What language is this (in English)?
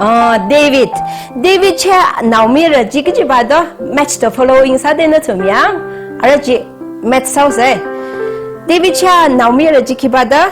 Tangkhul Naga (India)